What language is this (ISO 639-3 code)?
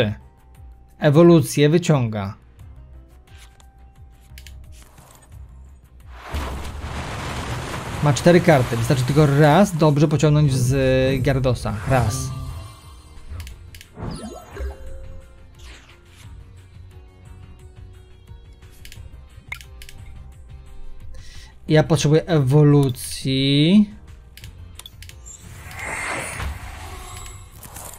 pol